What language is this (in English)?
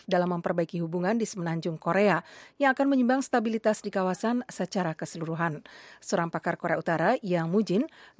Indonesian